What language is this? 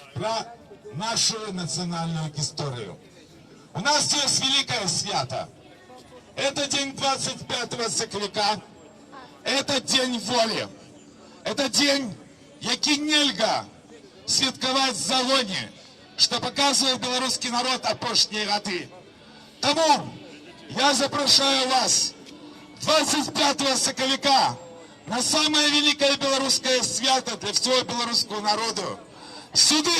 Belarusian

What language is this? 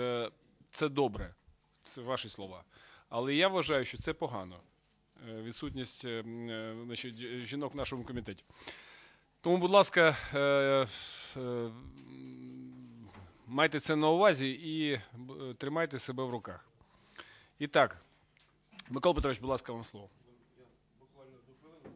Ukrainian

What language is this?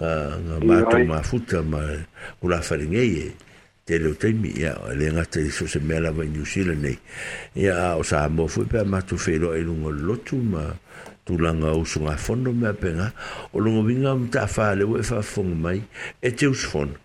Samoan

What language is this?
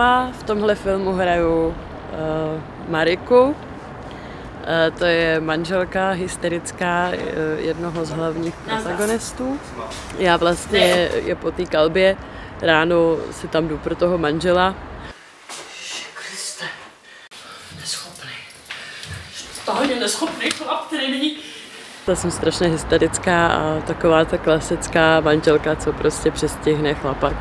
Czech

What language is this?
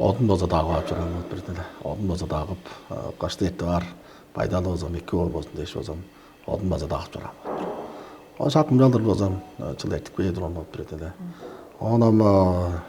Tuvinian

